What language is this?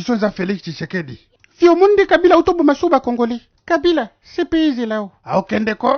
Lingala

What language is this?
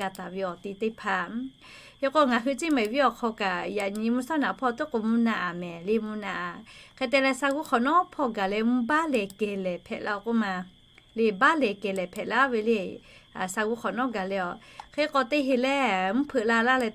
Lahu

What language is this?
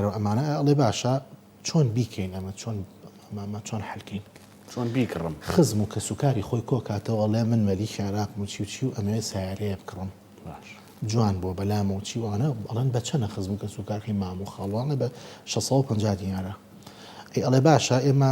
Central Kurdish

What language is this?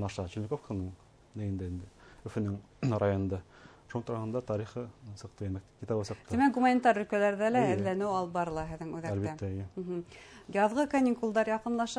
Bashkir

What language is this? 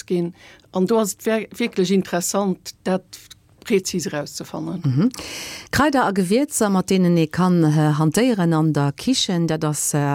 Luxembourgish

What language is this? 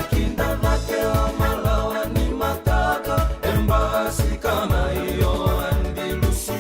Fijian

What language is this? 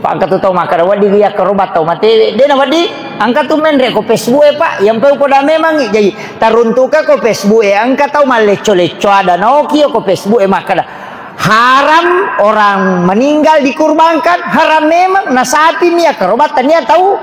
Buginese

